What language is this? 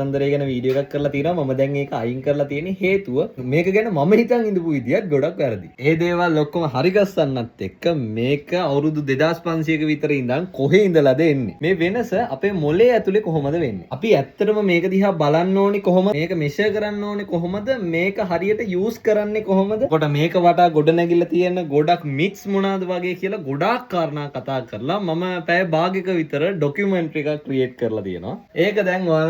Sinhala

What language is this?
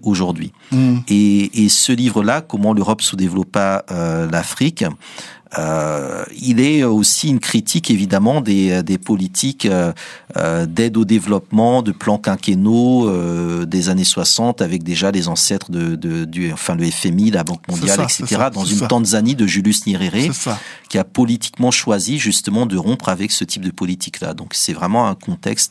French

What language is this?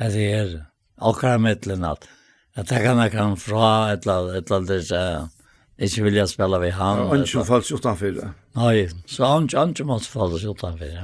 Faroese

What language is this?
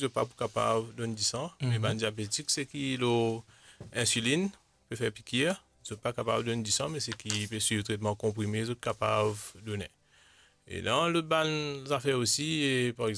Morisyen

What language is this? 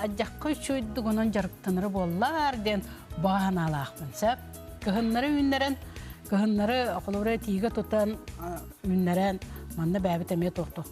Yakut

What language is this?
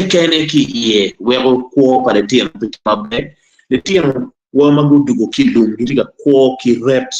Acoli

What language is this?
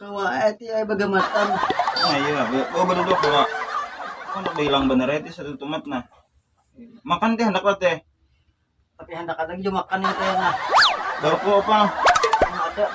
Banjar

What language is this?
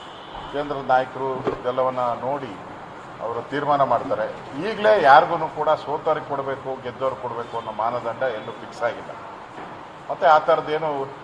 Kannada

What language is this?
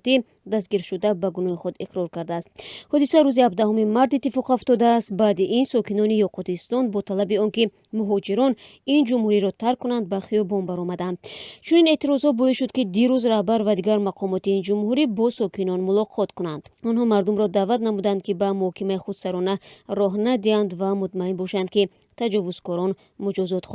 Tajik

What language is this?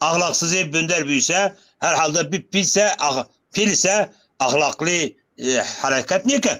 Zaza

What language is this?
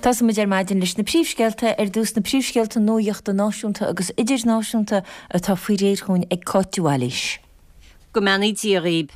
Irish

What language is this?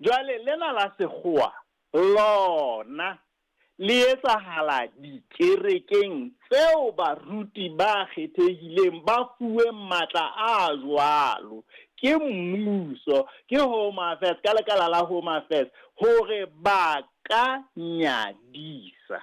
Southern Sotho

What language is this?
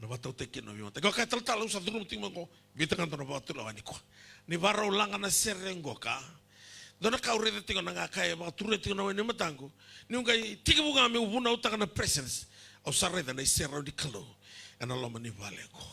Fijian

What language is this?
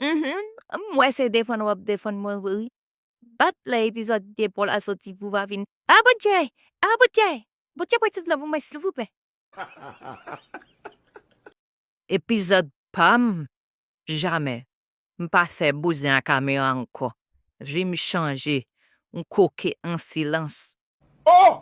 Haitian Creole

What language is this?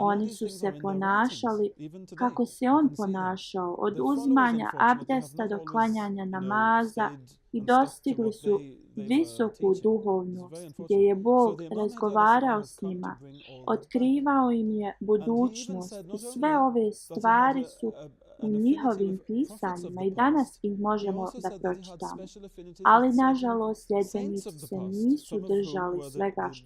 Bosnian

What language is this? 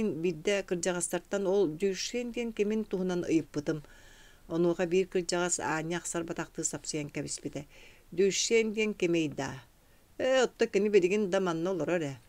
Yakut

